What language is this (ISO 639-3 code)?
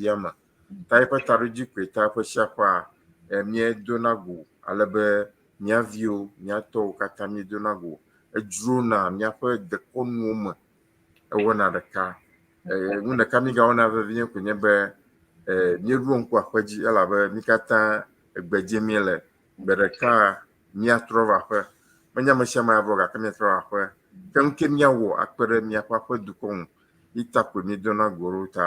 ewe